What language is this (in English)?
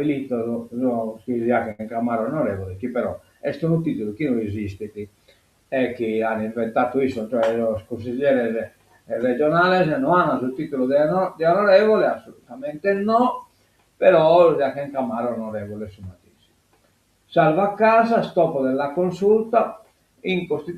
Sardinian